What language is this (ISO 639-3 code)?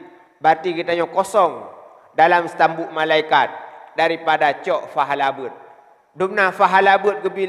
ace